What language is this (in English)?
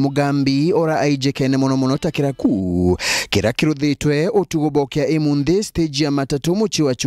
Meru